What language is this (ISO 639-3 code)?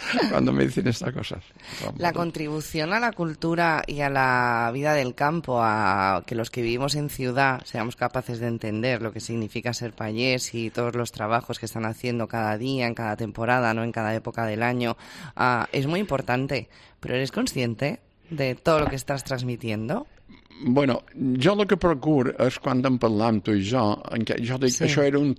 cat